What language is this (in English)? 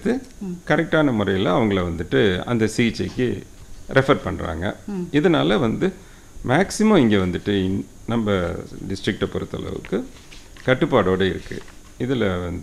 Tamil